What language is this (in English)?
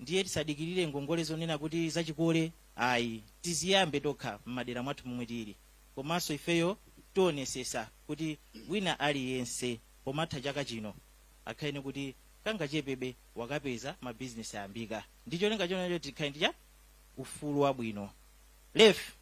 Nyanja